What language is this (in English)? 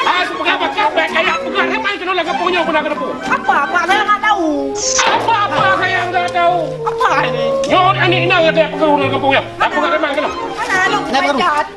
Achinese